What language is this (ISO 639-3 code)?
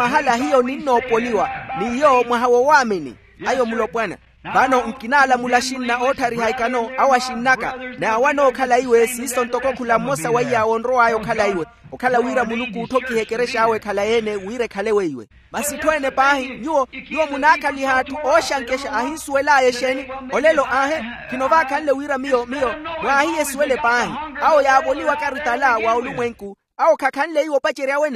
vmw